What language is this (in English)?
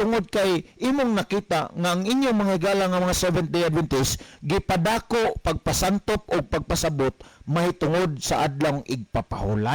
Cebuano